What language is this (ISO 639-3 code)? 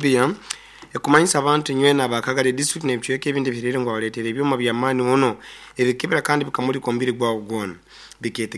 nyo